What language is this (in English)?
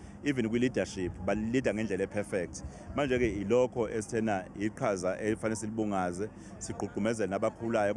Zulu